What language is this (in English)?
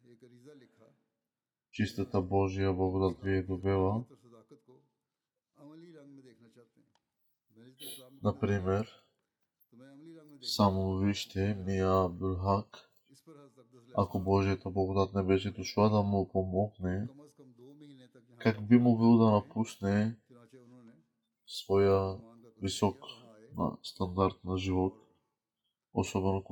Bulgarian